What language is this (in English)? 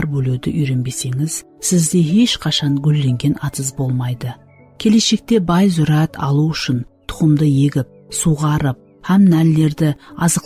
Kara-Kalpak